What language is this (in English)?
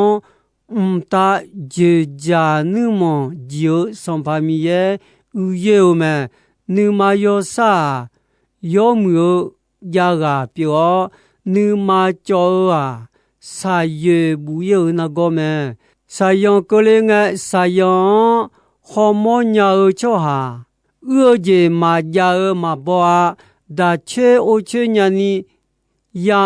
Akha